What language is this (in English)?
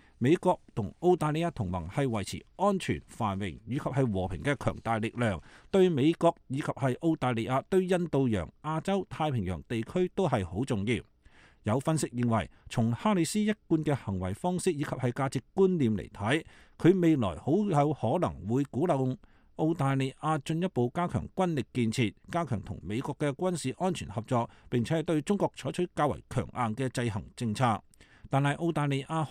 Cantonese